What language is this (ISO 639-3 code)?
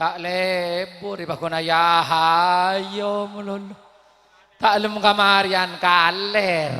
mad